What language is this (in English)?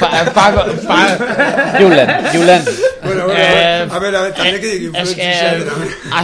Basque